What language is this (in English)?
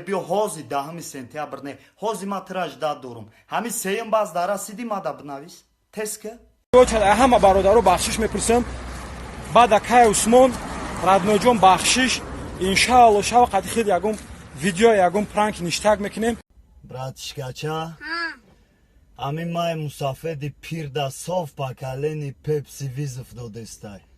Tajik